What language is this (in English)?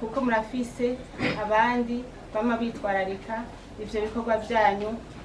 Rundi